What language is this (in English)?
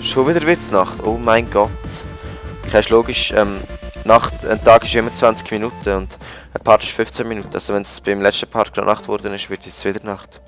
Swiss German